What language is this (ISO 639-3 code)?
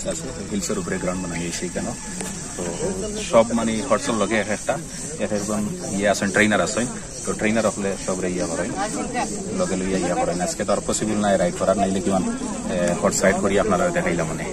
syl